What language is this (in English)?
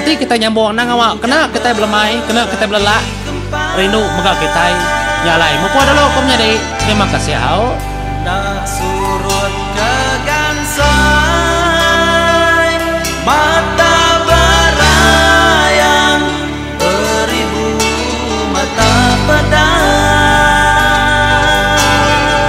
Iban